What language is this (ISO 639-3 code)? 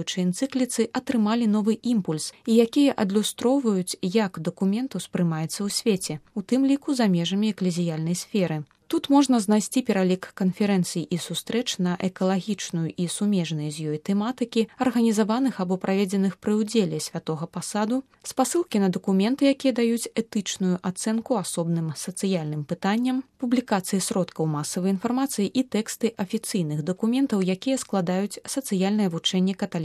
bel